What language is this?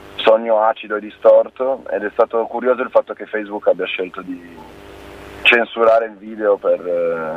Italian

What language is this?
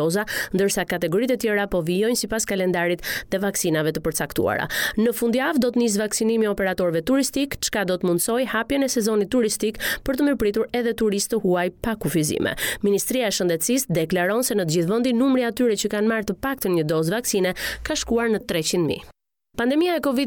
Albanian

